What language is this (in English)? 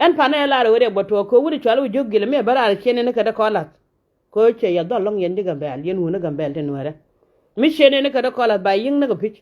Nuer